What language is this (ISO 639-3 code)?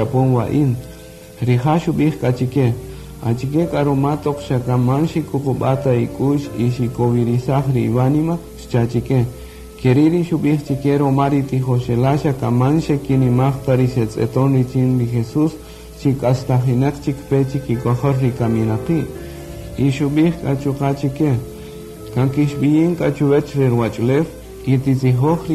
cak